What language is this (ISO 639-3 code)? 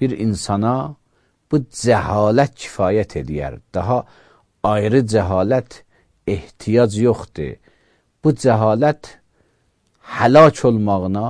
aze